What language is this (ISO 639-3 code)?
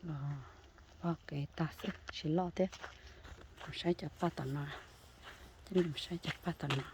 hmn